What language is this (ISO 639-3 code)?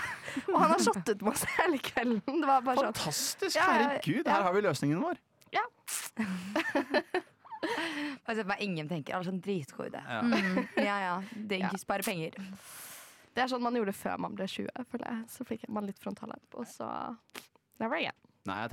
nor